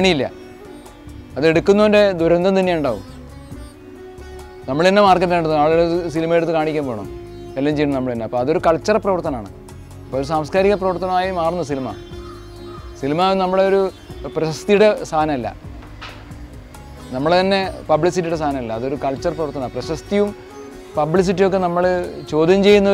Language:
Malayalam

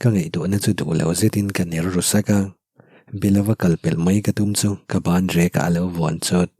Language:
Mizo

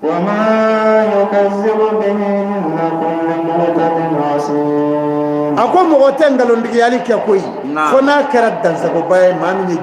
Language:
Bambara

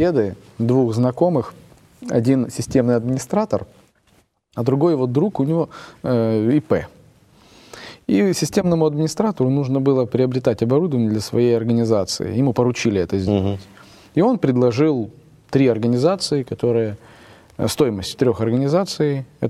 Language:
Russian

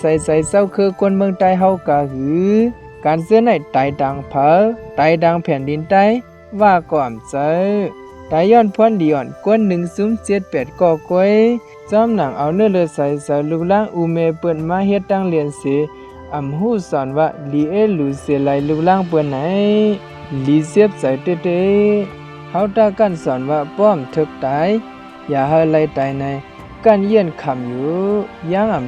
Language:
Shan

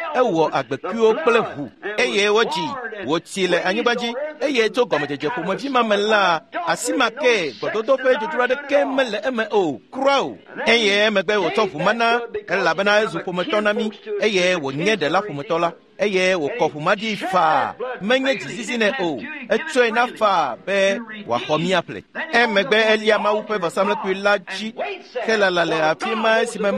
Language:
Ewe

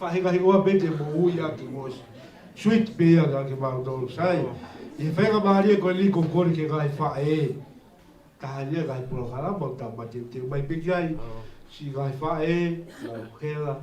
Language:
Tongan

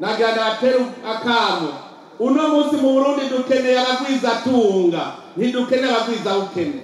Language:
Rundi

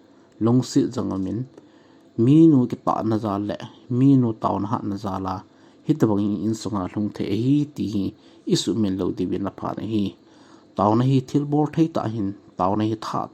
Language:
Thado Chin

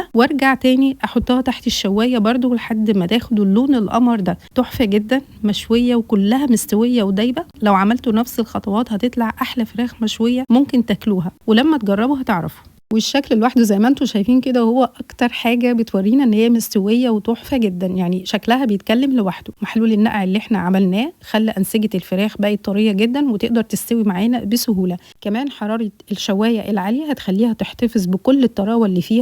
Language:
Egyptian Arabic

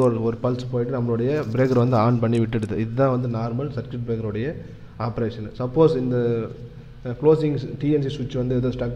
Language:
Tamil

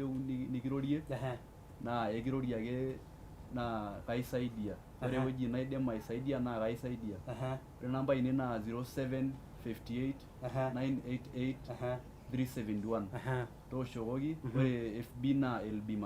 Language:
Masai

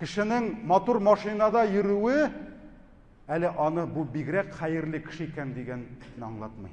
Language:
Tatar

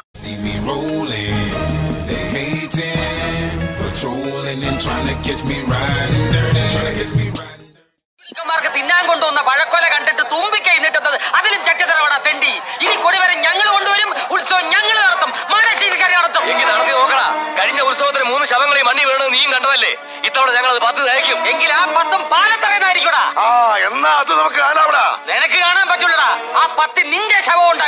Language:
Malayalam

